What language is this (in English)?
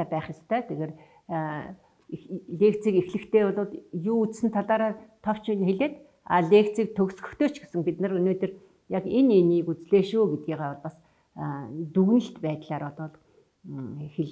Mongolian